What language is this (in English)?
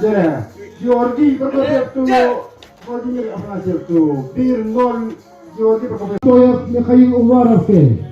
Yakut